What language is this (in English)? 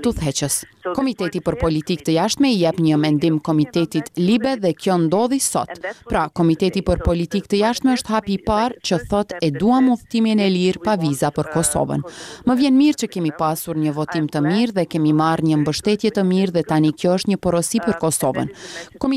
Albanian